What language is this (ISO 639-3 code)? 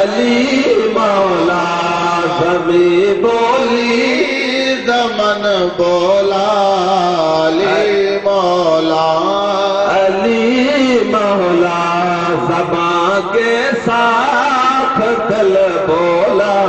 skr